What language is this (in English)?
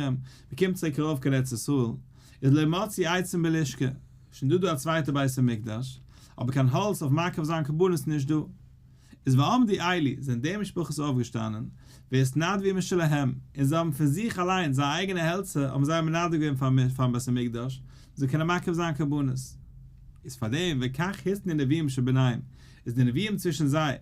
Yiddish